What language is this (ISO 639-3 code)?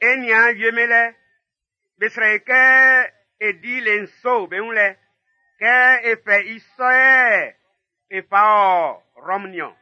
bci